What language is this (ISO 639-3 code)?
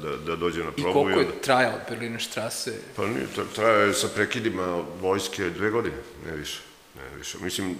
srp